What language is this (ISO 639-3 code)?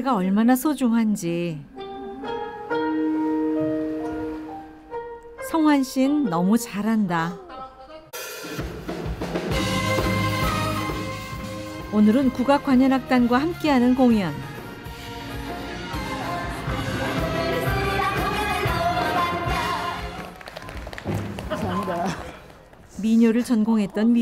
kor